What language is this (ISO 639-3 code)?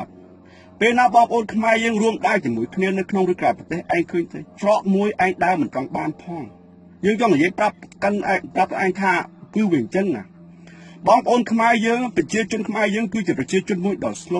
khm